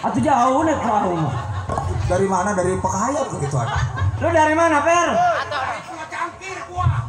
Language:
Betawi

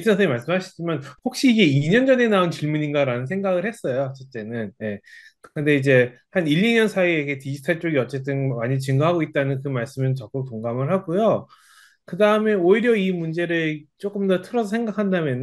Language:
Korean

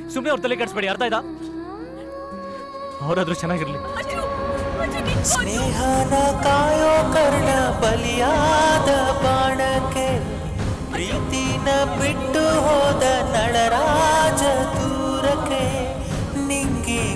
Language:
Kannada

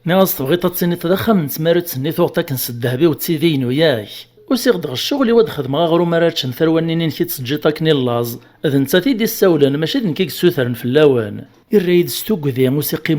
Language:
Kabyle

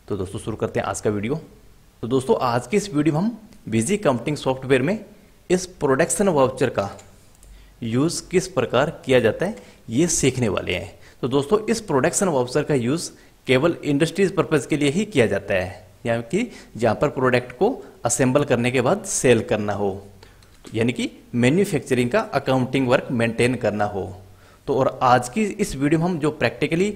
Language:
Hindi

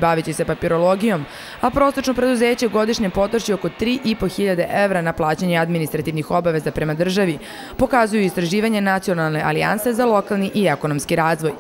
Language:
Serbian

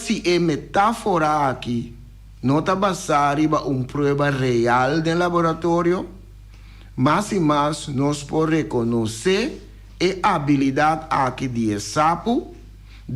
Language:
Papiamento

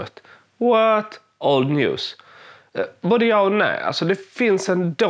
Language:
Swedish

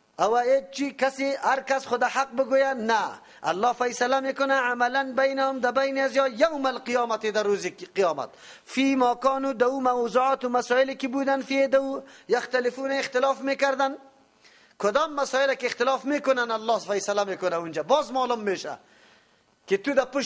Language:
Persian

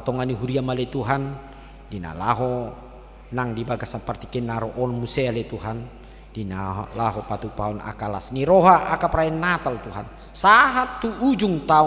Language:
Batak Toba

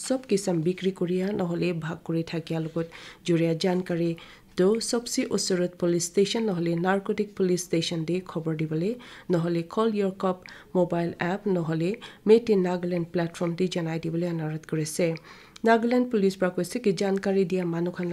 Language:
Naga Pidgin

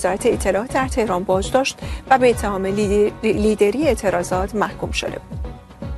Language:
Persian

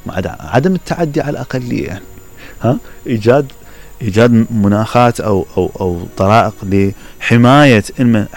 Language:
Mesopotamian Arabic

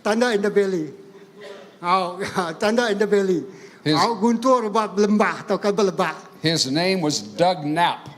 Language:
Iban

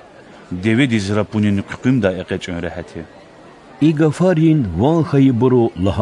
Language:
Lezghian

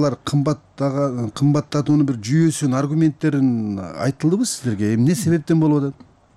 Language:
Kyrgyz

